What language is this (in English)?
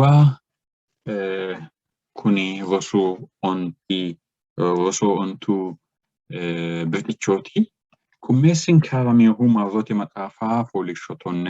Sidamo